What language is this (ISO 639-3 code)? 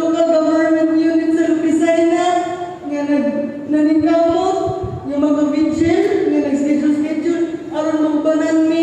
ceb